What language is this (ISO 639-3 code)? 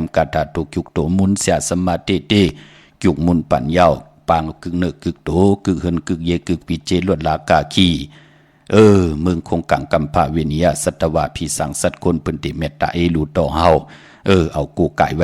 shn